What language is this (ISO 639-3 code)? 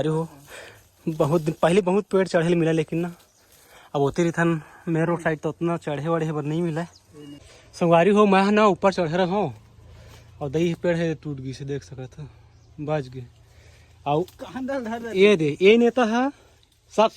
hne